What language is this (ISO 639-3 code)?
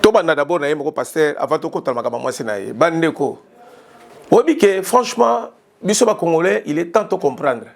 lin